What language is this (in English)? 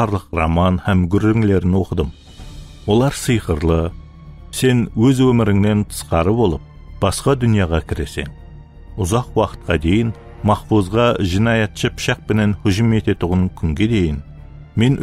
Kara-Kalpak